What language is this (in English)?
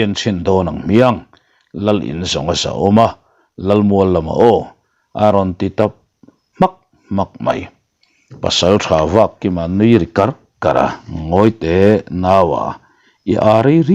Mizo